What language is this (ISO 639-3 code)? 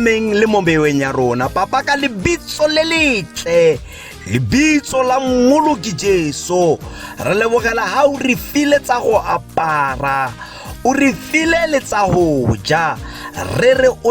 tsn